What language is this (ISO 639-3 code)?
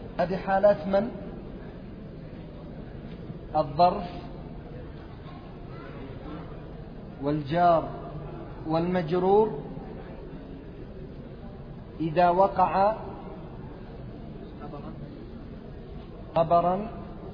ara